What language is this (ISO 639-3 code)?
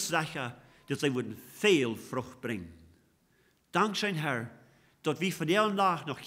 pdt